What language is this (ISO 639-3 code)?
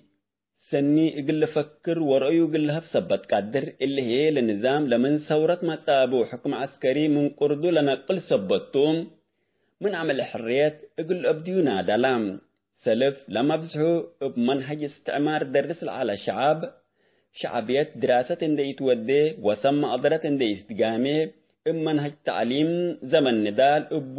tig